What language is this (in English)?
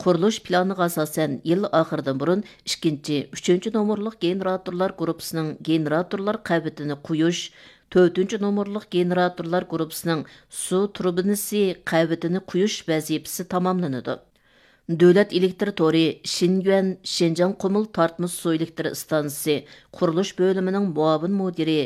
Uyghur